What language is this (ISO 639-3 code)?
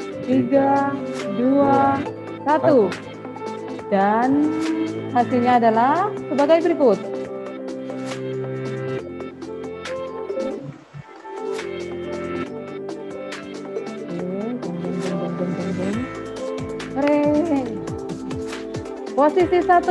ind